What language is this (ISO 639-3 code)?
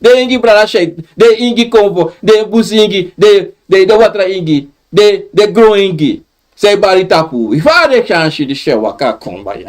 srn